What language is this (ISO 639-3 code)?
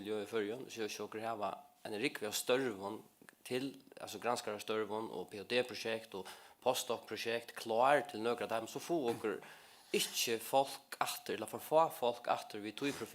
fao